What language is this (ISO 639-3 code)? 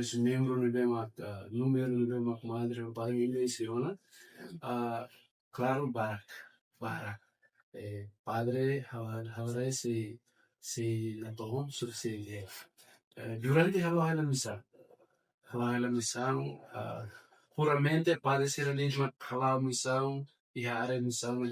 tet